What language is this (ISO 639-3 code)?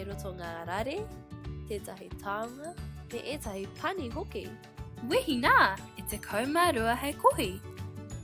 mri